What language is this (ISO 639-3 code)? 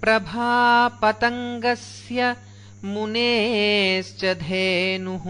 san